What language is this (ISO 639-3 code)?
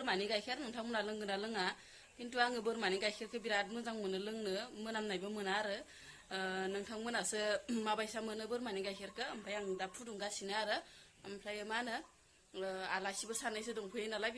brx